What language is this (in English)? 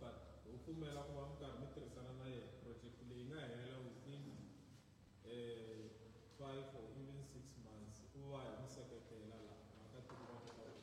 Tsonga